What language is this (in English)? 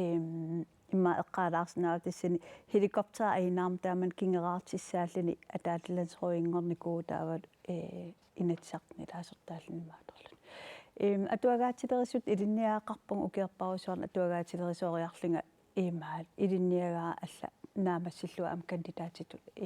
Kalaallisut